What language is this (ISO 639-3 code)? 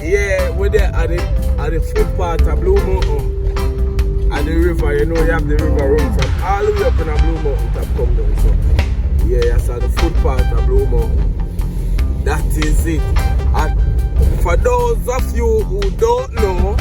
jam